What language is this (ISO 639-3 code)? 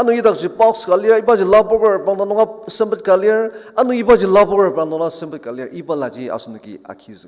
njo